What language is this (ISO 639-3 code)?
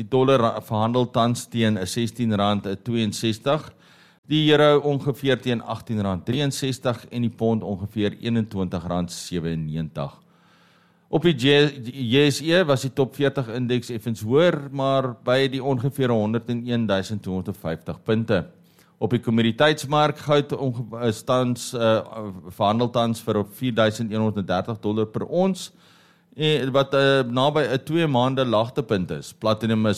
afr